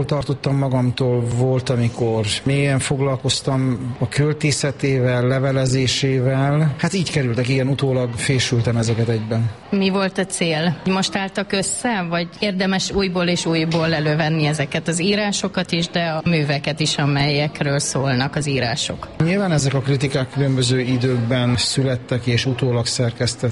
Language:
Hungarian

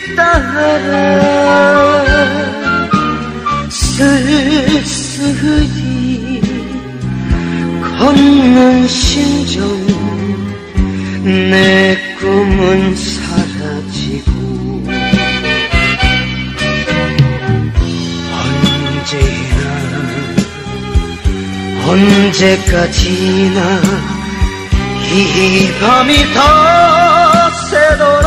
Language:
Korean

